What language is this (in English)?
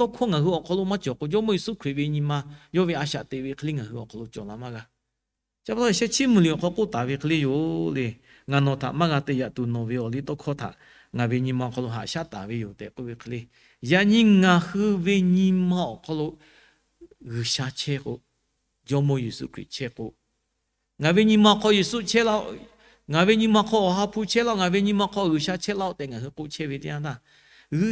Lahu